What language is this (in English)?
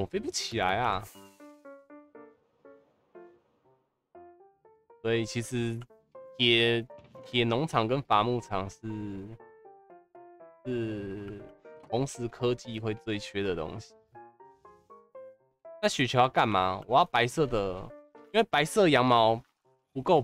Chinese